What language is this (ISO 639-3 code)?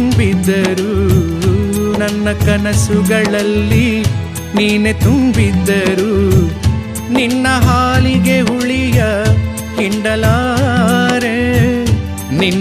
kan